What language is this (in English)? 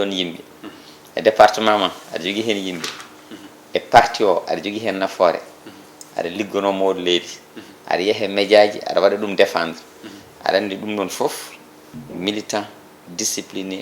Fula